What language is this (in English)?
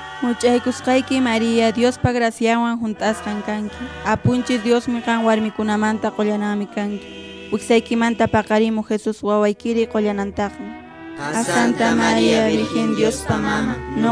Quechua